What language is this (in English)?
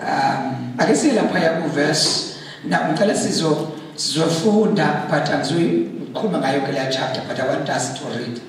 Zulu